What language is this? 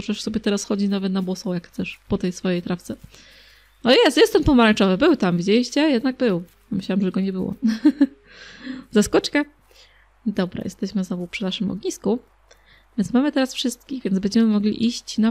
Polish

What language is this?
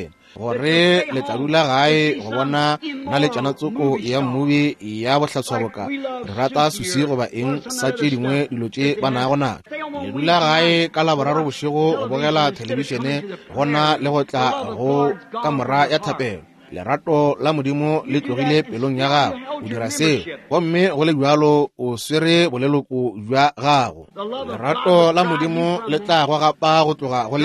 Northern Sotho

